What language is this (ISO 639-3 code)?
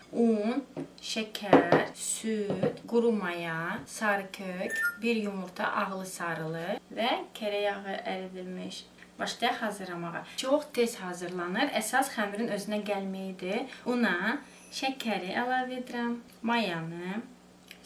aze